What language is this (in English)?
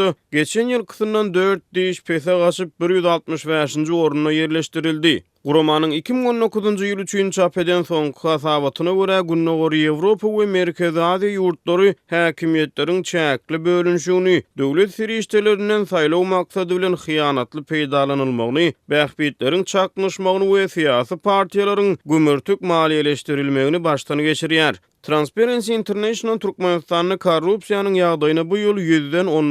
Turkmen